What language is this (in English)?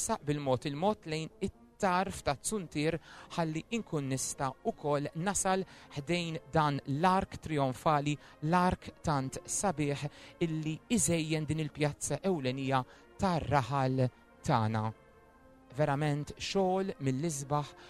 Maltese